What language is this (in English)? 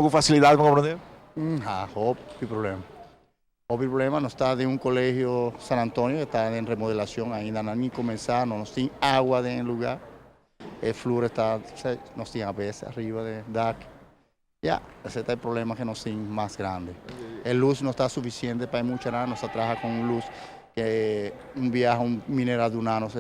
Papiamento